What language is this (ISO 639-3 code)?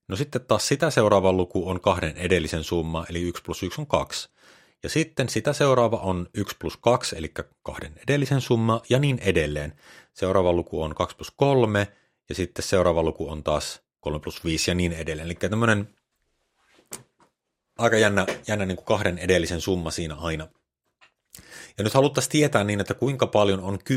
fin